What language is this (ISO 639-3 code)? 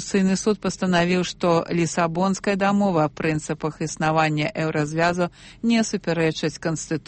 bel